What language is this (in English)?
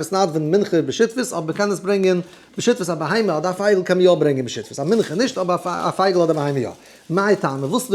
Yiddish